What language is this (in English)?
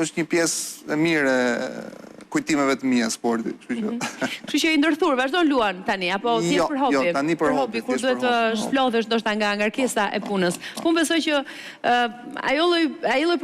Albanian